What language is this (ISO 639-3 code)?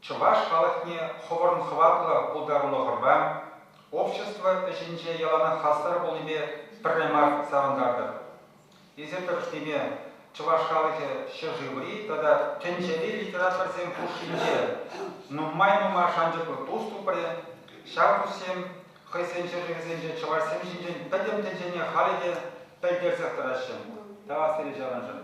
chv